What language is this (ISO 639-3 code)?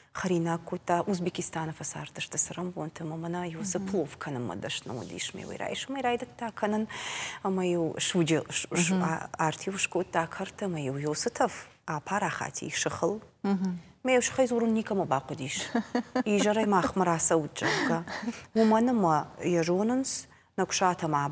oss